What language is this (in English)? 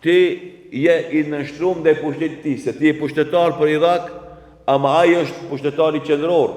Albanian